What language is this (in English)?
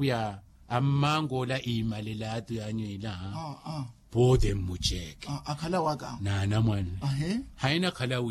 Makhuwa